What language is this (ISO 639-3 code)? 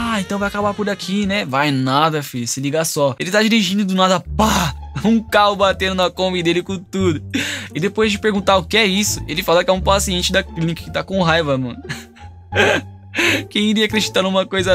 por